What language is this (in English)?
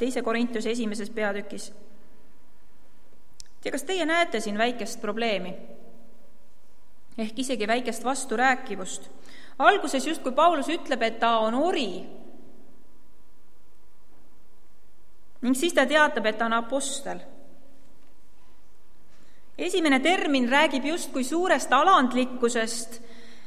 Estonian